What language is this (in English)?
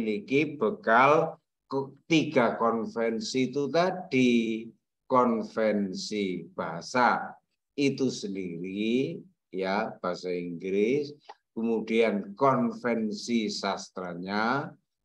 Indonesian